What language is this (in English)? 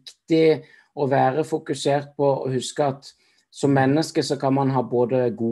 Norwegian